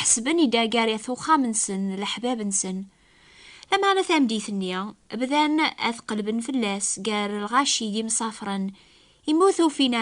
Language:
Kabyle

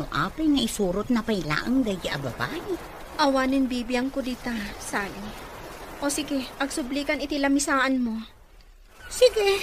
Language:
Iloko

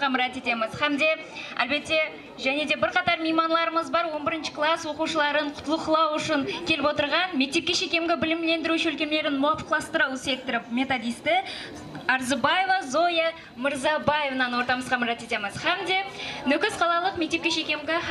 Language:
Kara-Kalpak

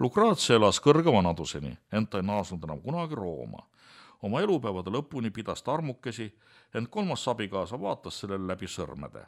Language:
Estonian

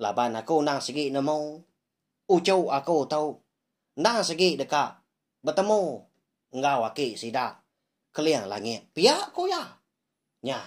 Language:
Iban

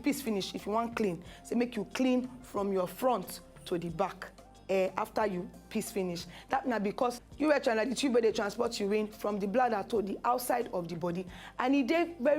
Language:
Nigerian Pidgin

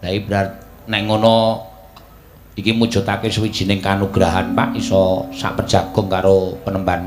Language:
Javanese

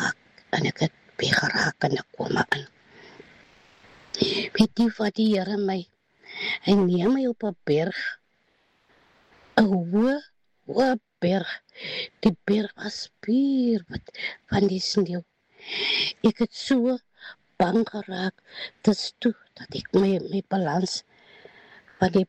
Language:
Afrikaans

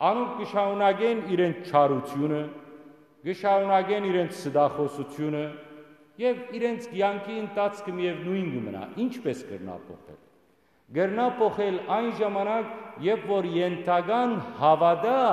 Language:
Western Armenian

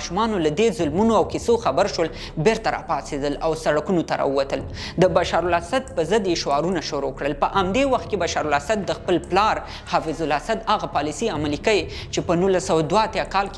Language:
Pashto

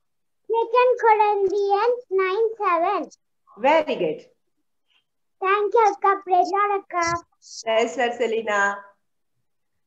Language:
Telugu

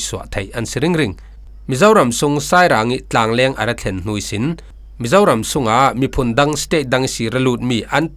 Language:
Falam Chin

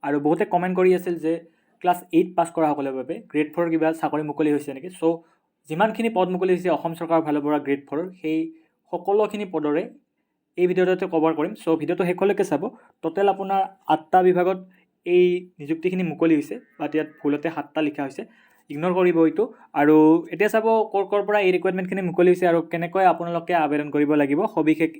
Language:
Assamese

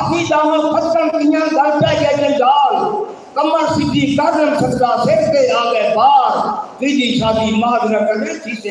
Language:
Saraiki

